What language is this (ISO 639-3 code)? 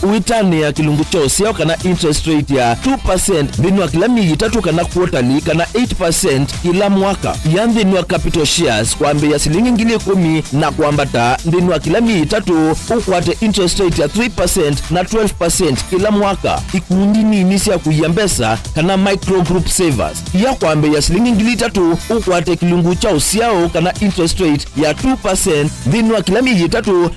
kam